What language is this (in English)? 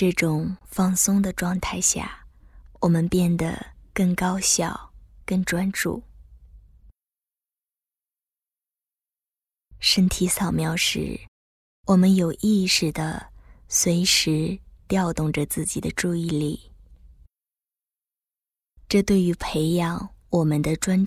Chinese